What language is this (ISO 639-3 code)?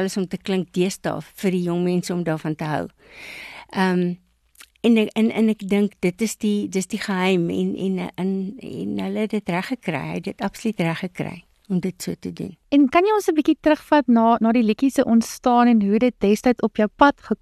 afr